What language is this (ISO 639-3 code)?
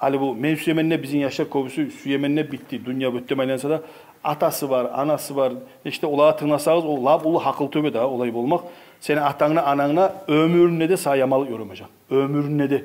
kum